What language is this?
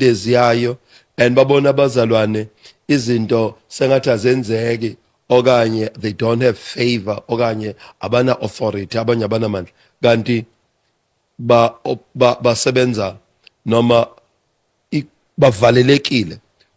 Zulu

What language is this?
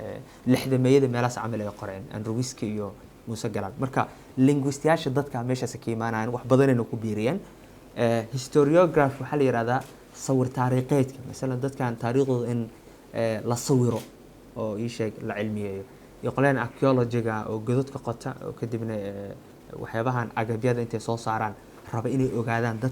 Somali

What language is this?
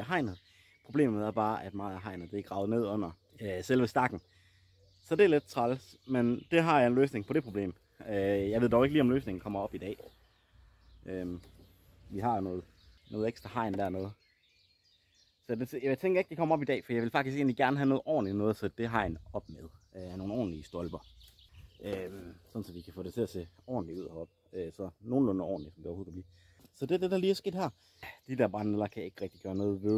Danish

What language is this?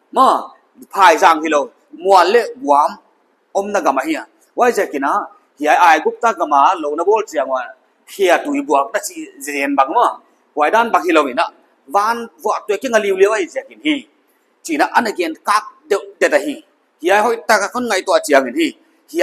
Paite Chin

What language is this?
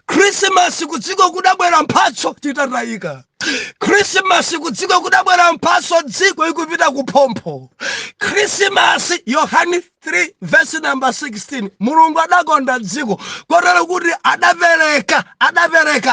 Nyanja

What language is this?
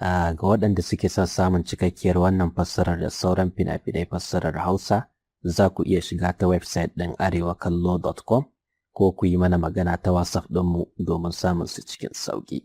Hausa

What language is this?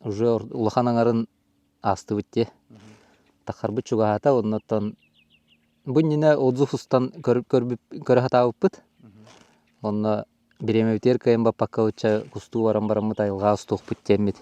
Yakut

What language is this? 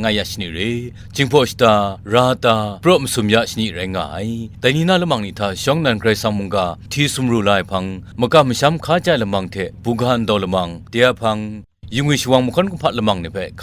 Kachin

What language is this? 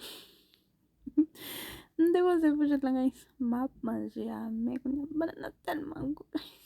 Haitian Creole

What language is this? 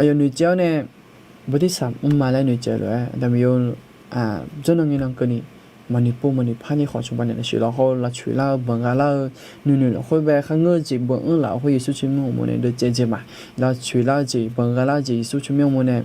Akha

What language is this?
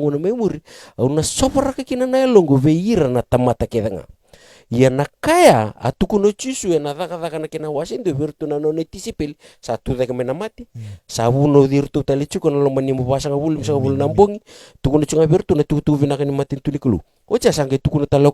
Fijian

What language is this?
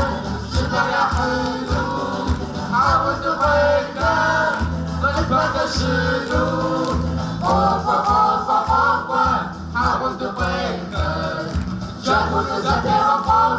Kabardian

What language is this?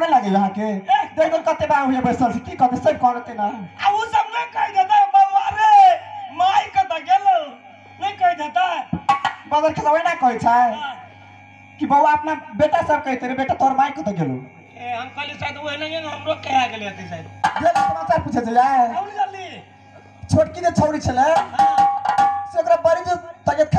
Maithili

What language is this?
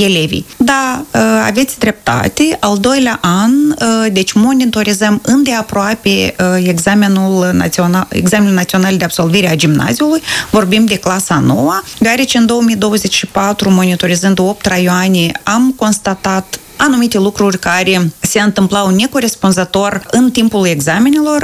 Romanian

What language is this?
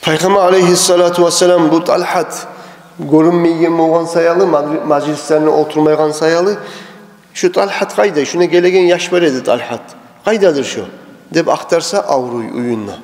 Kumyk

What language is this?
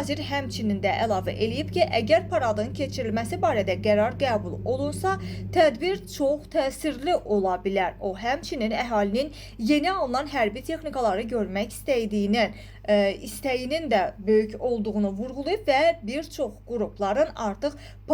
Azerbaijani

